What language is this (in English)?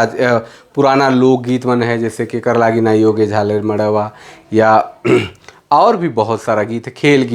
Sadri